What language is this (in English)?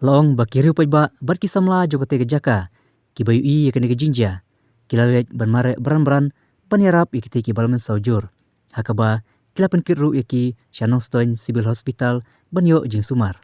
Khasi